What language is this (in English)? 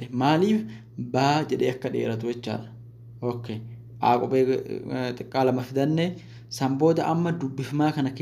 Oromo